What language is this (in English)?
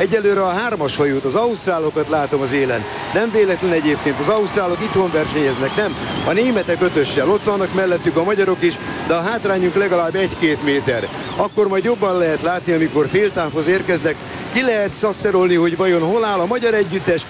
Hungarian